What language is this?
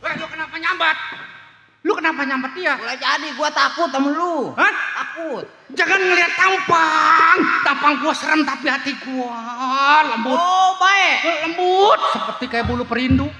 Betawi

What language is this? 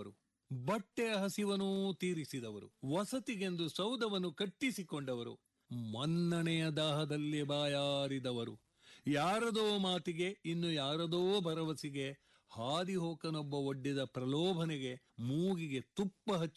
Kannada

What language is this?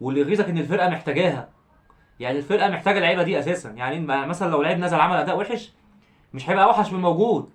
Egyptian Arabic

